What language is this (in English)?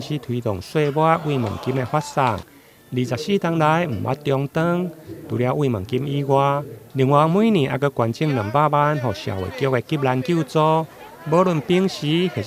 Min Nan Chinese